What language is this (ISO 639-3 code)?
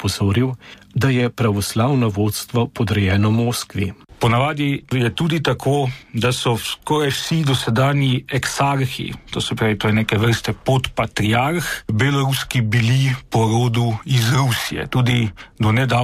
slv